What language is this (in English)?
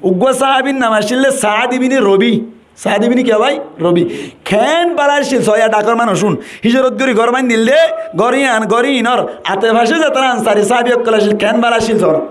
Rohingya